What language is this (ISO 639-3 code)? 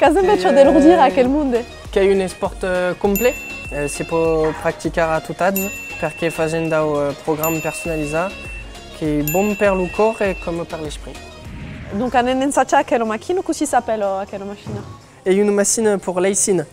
oci